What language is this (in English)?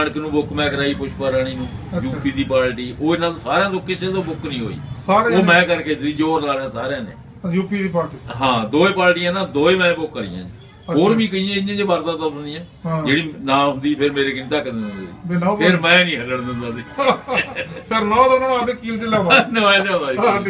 Punjabi